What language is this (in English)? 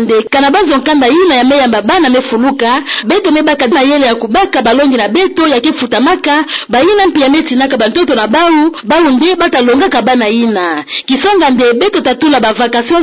Kituba (Democratic Republic of Congo)